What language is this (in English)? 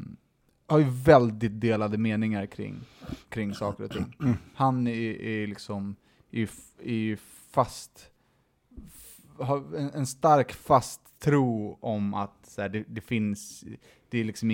Swedish